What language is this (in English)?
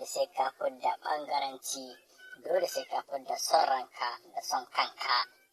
Hausa